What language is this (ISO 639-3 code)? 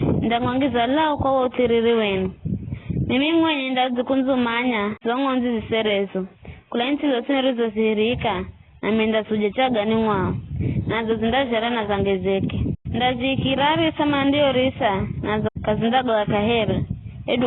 nyf